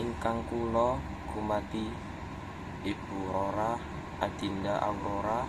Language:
Javanese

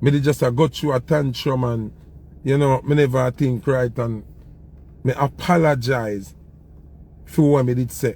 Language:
Jamaican Creole English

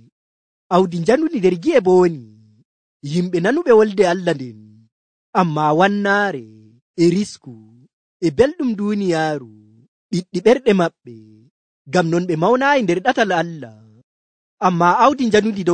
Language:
Nigerian Fulfulde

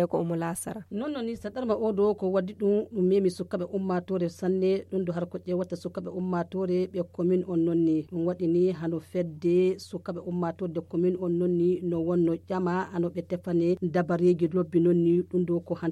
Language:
Fula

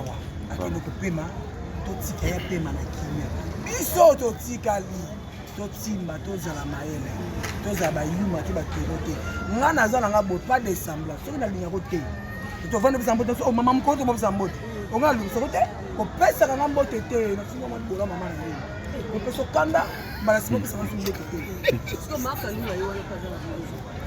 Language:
Lingala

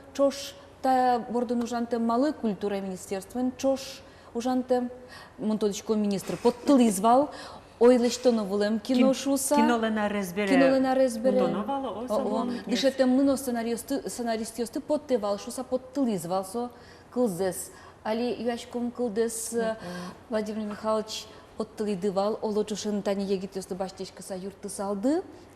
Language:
Udmurt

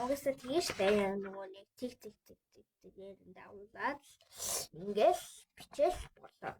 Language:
Mongolian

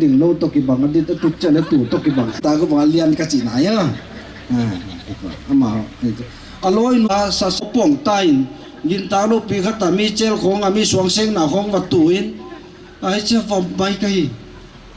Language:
Paite Chin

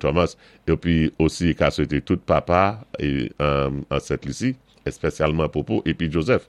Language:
Saint Lucian Creole French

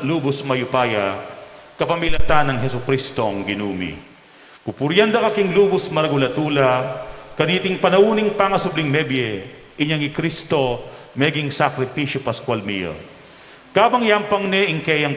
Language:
Pampanga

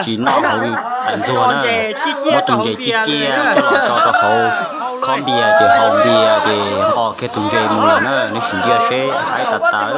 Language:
Hmong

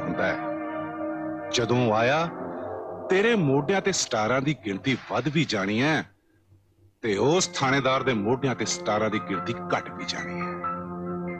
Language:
Punjabi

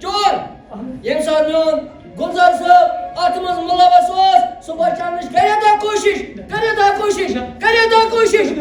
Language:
Kashmiri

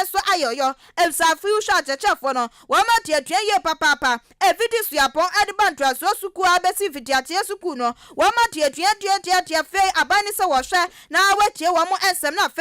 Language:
Akan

